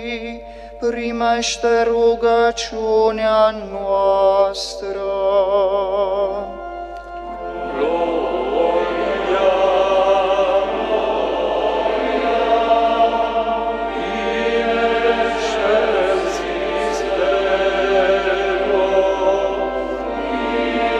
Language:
Romanian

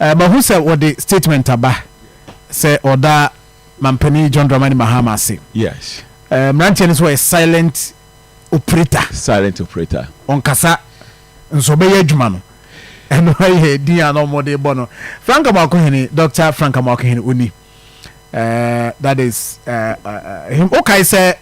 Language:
Akan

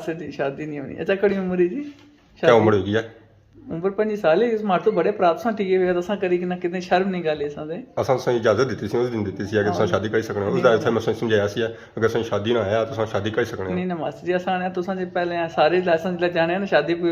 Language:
Pahari-Potwari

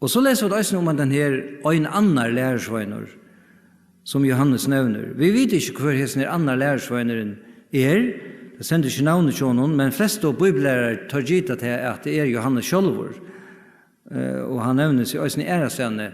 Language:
Faroese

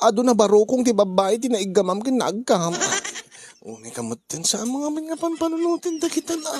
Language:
Iloko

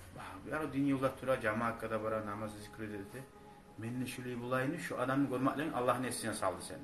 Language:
Kumyk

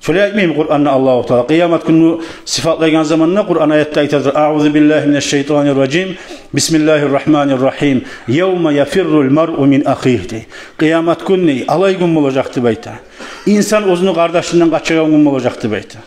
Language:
Kumyk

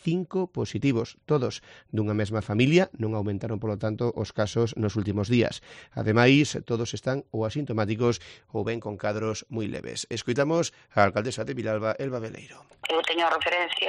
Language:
Galician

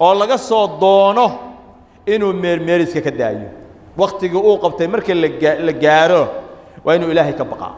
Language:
Somali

